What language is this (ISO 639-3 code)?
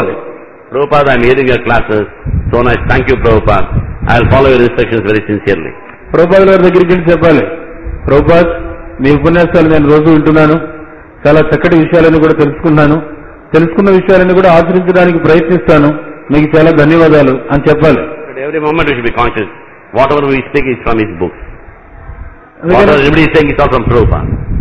tel